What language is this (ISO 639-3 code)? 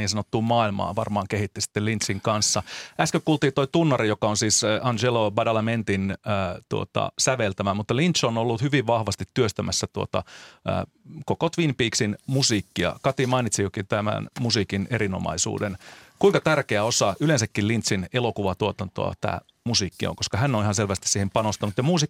fin